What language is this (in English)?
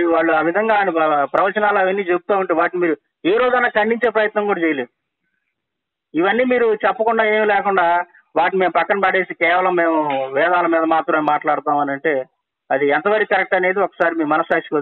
Telugu